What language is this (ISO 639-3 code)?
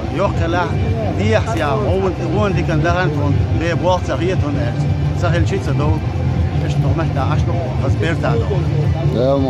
che